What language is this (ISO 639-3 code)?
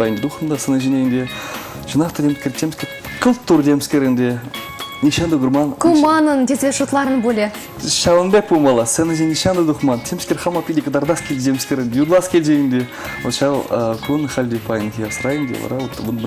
chv